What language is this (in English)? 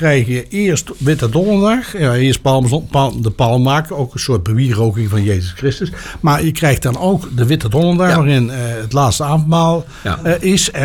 Dutch